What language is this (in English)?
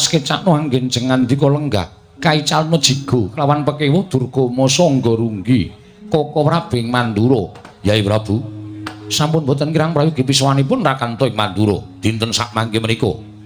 Javanese